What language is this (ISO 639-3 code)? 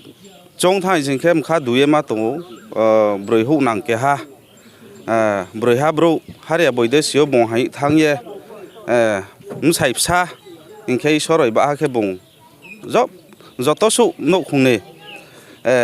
ria